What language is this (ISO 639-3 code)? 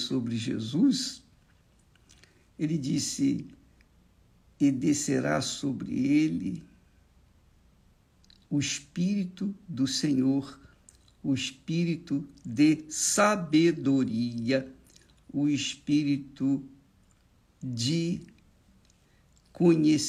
por